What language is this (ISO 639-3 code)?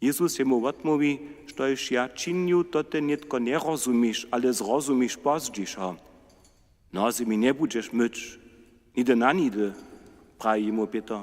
hsb